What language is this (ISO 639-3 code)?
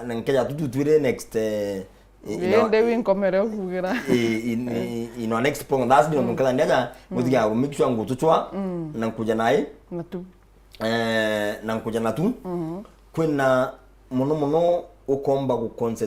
mer